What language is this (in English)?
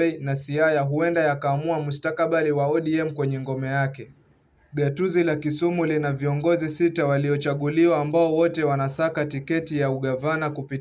Swahili